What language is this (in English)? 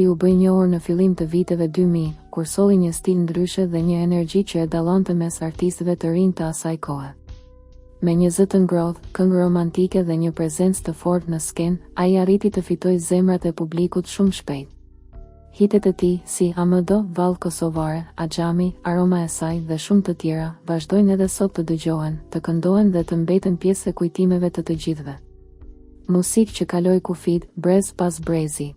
Albanian